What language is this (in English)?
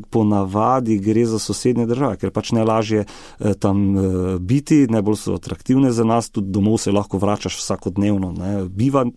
Slovenian